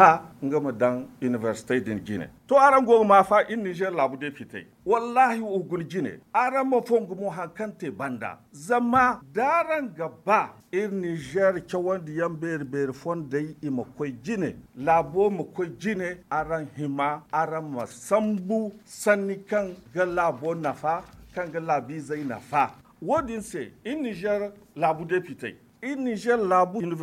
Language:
Zarma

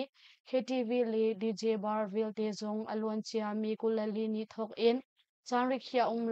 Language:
Hakha Chin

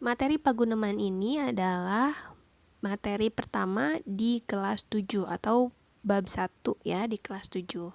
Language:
Sundanese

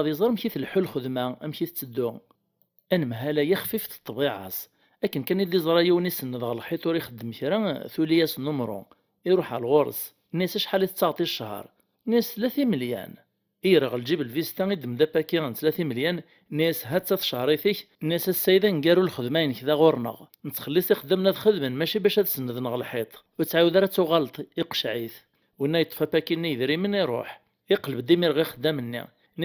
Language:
Kabyle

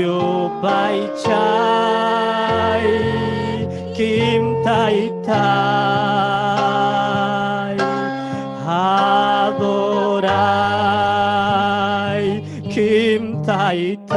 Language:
Ayacucho Quechua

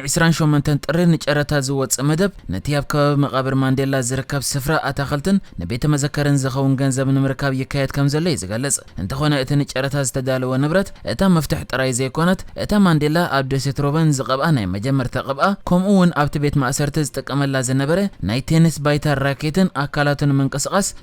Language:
Tigrinya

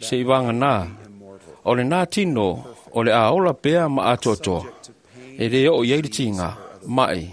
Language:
Samoan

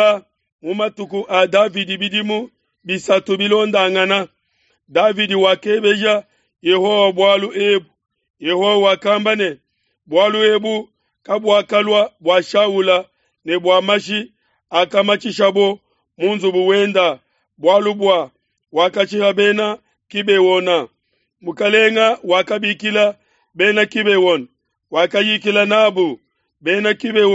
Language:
Luba-Lulua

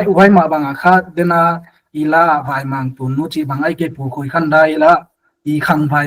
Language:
Paite Chin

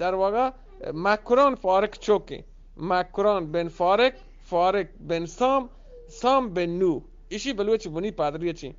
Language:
Eastern Balochi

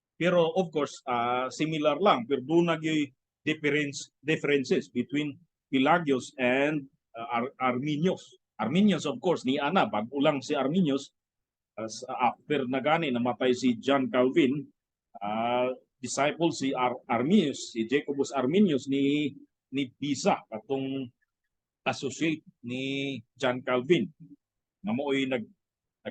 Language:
Cebuano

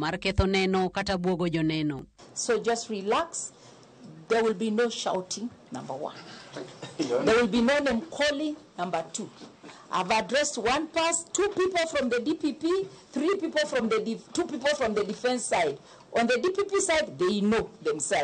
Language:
Luo (Kenya and Tanzania)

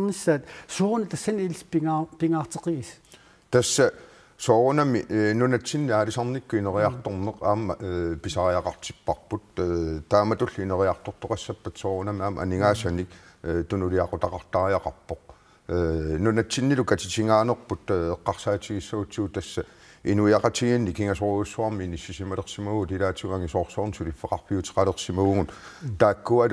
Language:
Kalaallisut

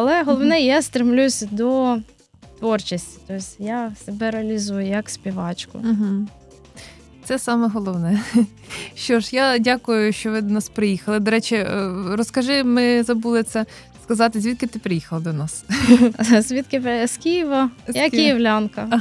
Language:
Ukrainian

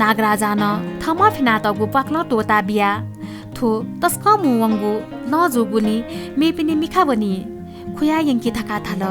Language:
Newari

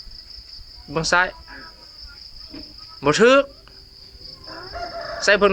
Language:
Lao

